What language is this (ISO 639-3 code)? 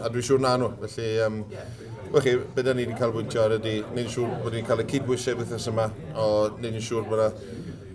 cym